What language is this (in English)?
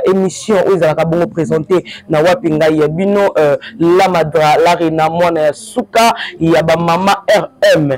Lingala